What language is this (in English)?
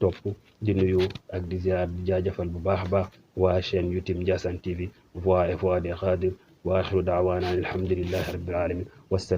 Wolof